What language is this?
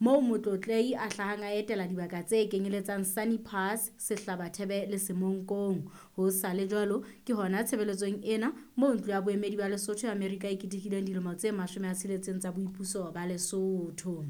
Southern Sotho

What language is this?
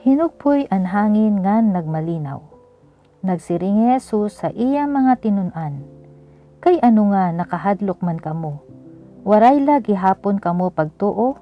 Waray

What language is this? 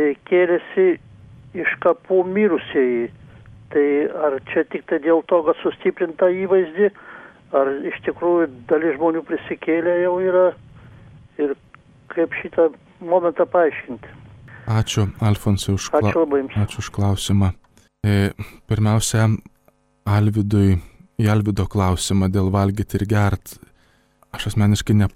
Lithuanian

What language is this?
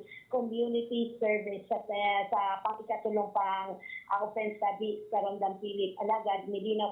Bikol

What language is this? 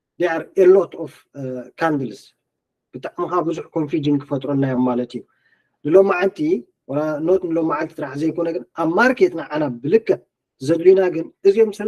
Tigrinya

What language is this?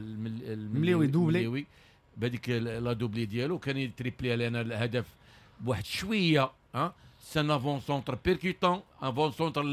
Moroccan Arabic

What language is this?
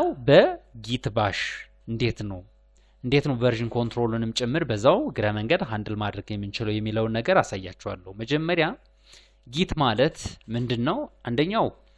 Amharic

